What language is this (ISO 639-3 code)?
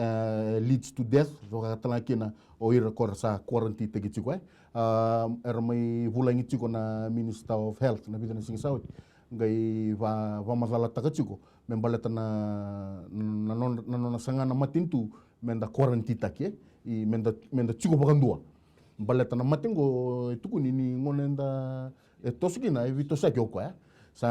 fij